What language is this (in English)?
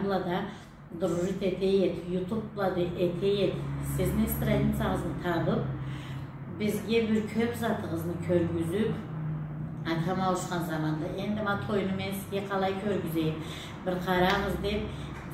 Karachay-Balkar